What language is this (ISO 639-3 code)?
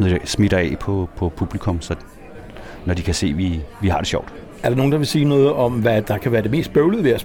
dan